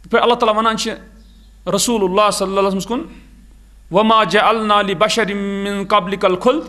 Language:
Kashmiri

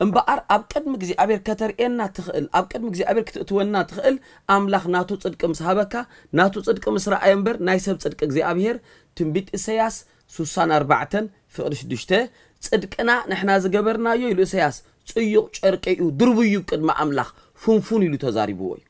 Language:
Tigrinya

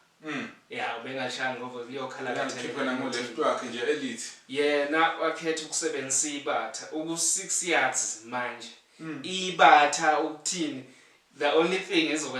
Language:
Zulu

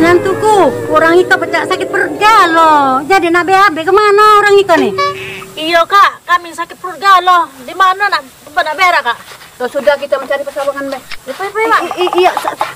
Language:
Musi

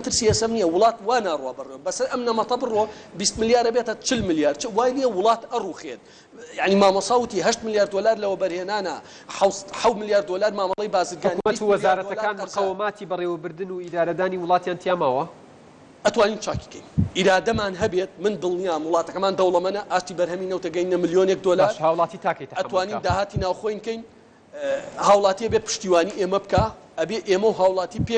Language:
Central Kurdish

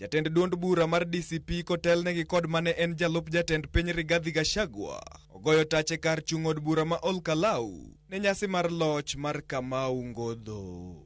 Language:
Luo (Kenya and Tanzania)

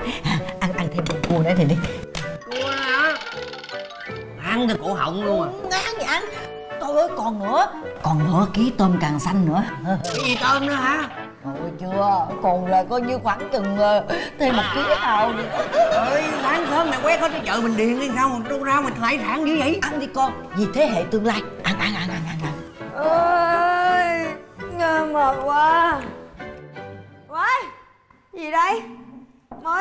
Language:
Vietnamese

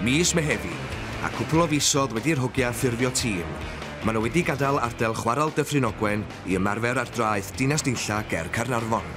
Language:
Welsh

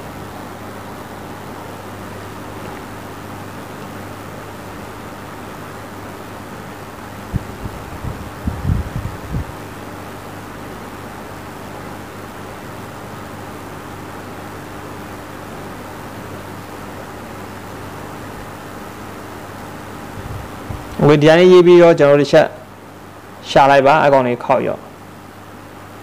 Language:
Burmese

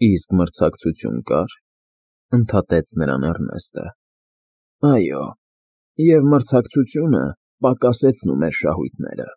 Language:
Armenian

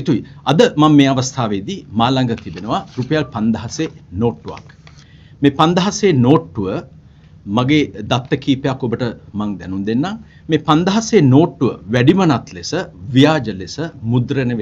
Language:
Sinhala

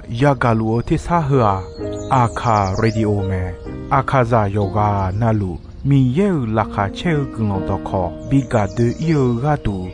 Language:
Akha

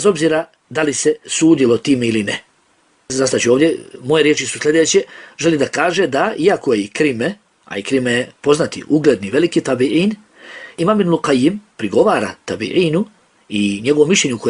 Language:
Bosnian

